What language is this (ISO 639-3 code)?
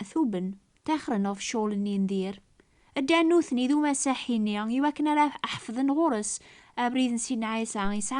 kab